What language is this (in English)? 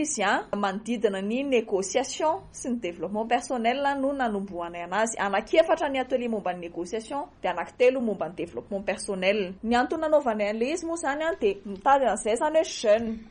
Malagasy